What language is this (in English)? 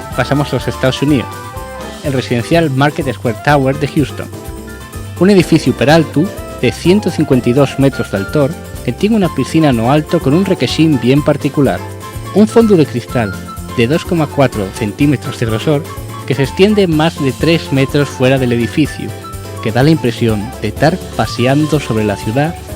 Asturian